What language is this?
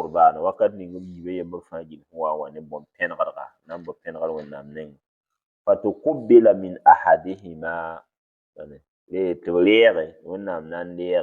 Mossi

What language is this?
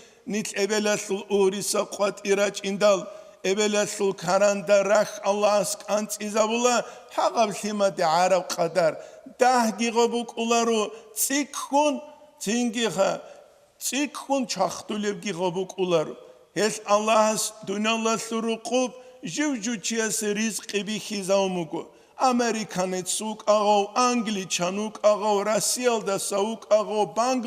Avaric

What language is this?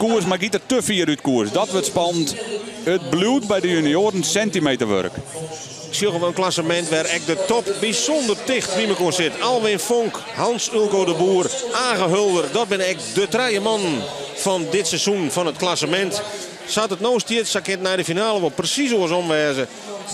Western Frisian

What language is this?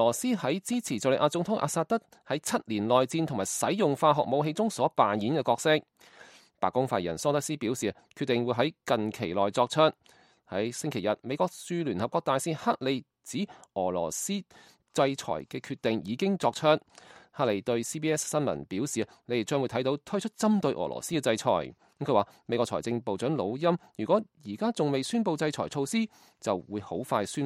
Cantonese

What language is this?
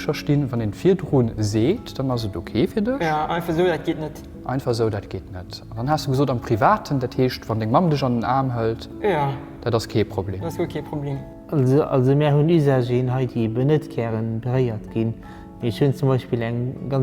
Luxembourgish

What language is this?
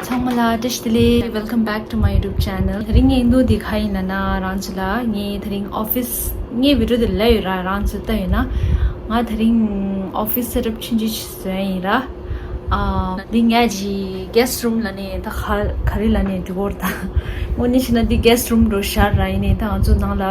Tibetan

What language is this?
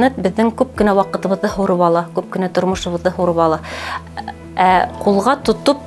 Bashkir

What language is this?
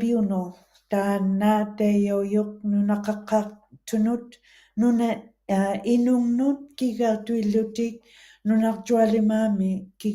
Western Canadian Inuktitut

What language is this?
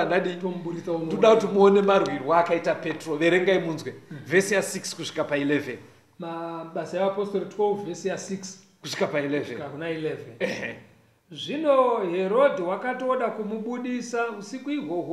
Shona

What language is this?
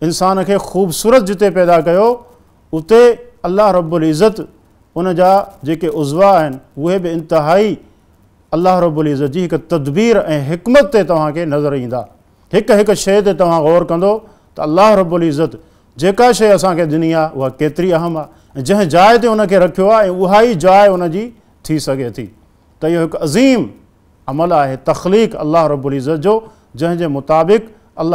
Sindhi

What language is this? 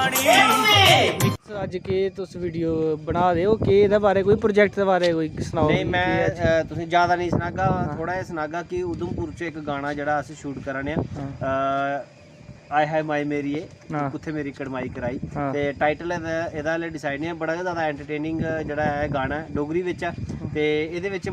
Dogri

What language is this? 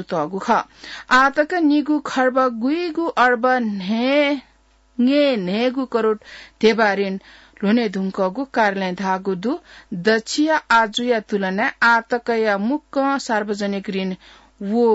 Newari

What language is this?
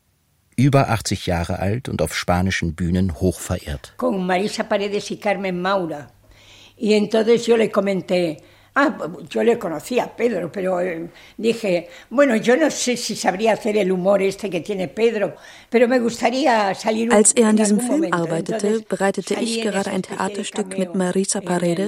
German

